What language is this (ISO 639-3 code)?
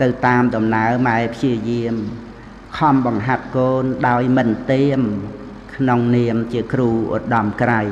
khm